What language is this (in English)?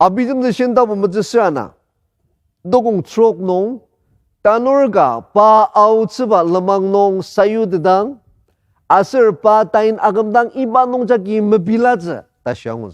Ao Naga